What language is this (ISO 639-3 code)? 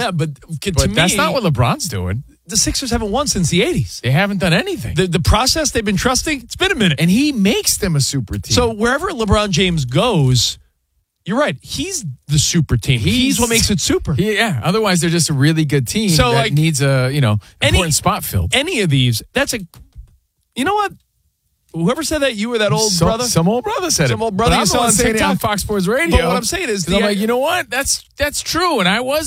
eng